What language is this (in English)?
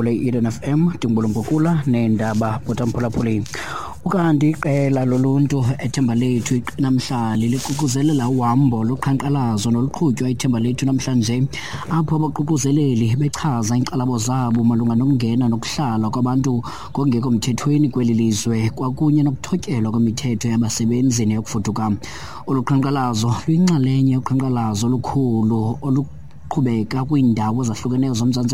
Xhosa